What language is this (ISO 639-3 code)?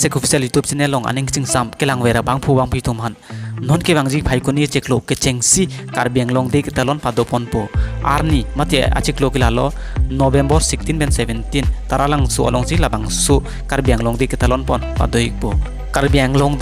mjw